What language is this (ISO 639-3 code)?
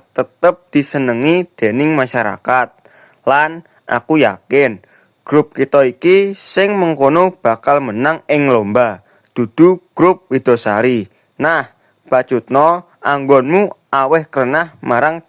jav